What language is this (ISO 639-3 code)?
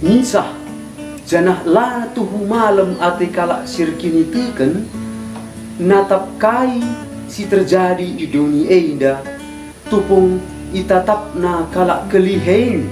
btx